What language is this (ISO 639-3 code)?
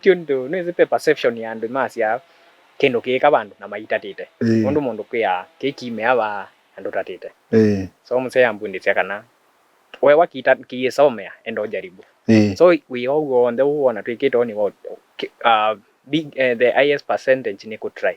kam